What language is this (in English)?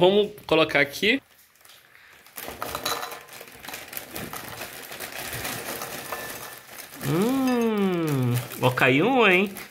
Portuguese